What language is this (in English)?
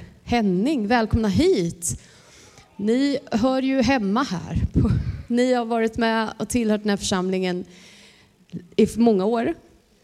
Swedish